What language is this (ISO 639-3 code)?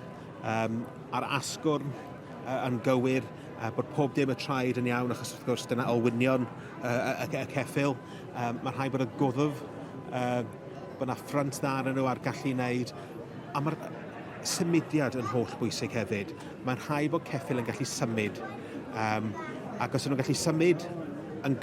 cym